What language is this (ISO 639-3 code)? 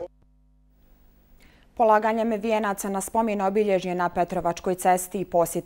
bos